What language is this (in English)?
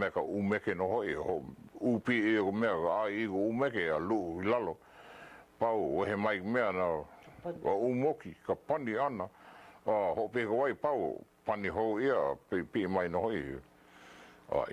Hawaiian